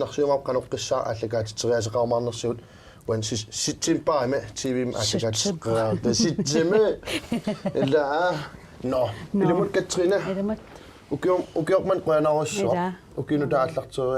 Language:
Kalaallisut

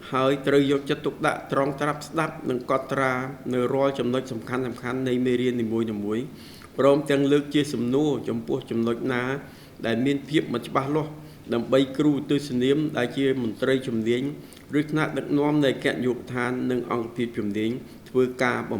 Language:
Khmer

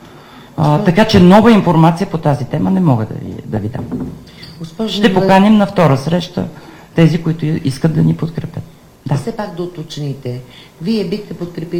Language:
Bulgarian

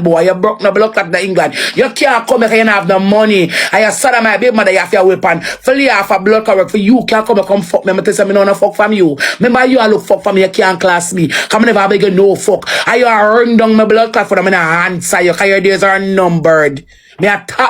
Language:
Jamaican Creole English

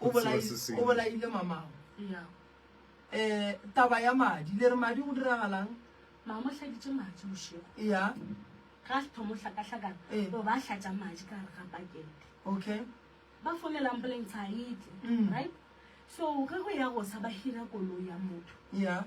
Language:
Northern Sotho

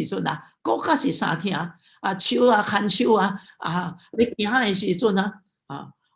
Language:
Min Nan Chinese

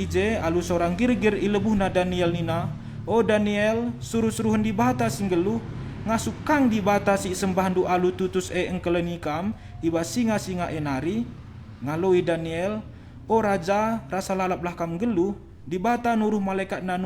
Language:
Batak Karo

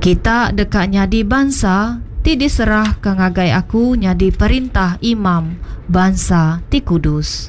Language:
Iban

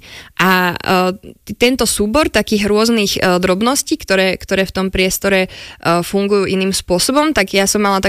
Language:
Slovak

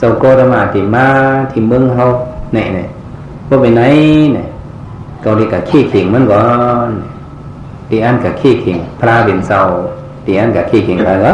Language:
Shan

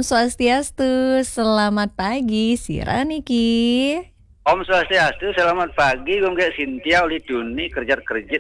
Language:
Balinese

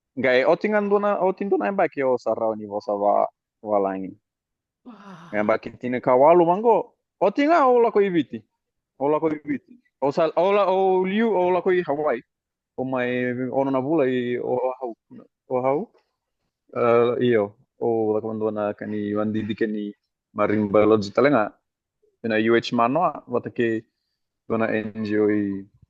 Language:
Fijian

